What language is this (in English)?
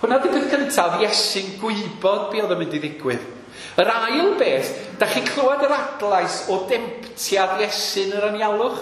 Welsh